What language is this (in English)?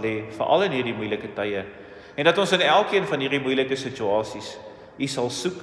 Afrikaans